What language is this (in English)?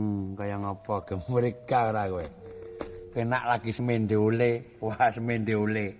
Javanese